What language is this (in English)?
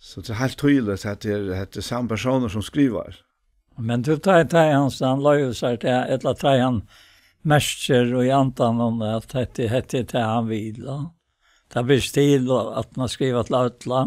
Faroese